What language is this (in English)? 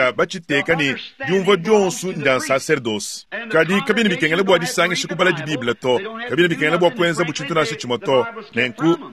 Luba-Lulua